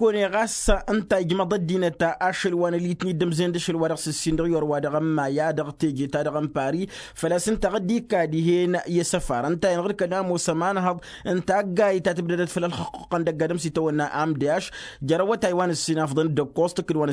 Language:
Tamasheq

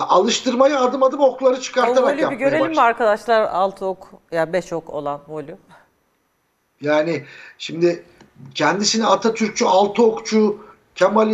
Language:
Turkish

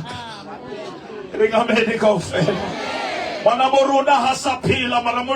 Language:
Southern Sotho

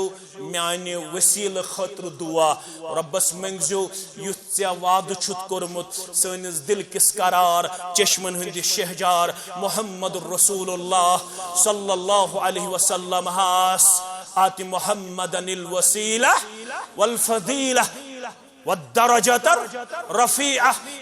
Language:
Kashmiri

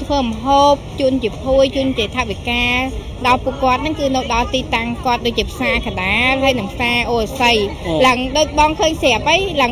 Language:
Khmer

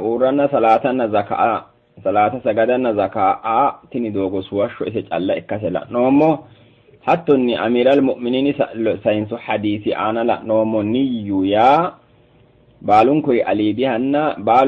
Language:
Sidamo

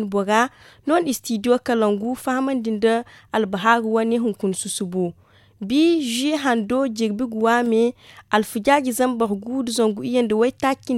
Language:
Zarma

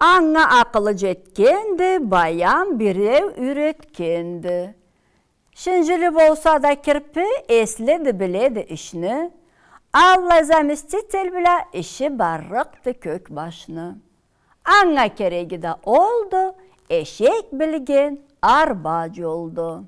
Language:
Karachay-Balkar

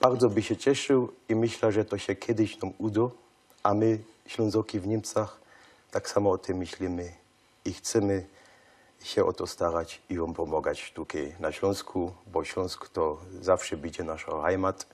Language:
Silesian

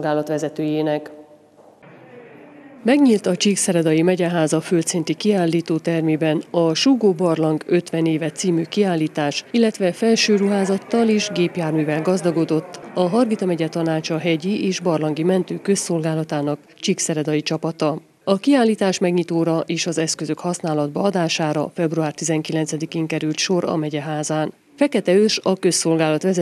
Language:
Hungarian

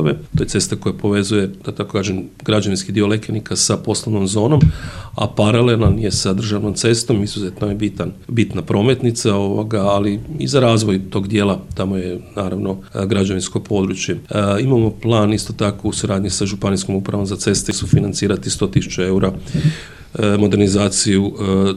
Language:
Croatian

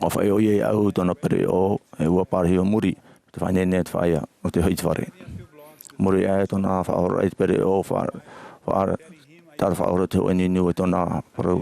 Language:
Tahitian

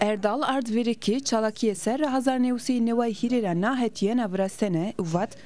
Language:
Zaza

